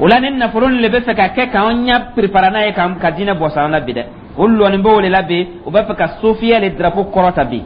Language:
Dyula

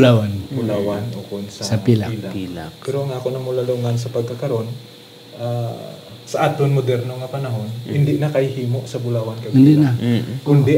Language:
Hiligaynon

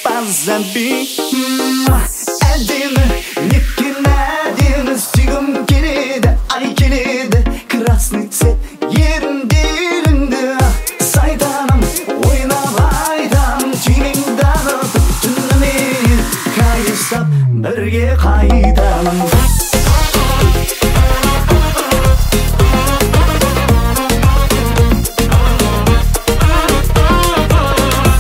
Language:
Kazakh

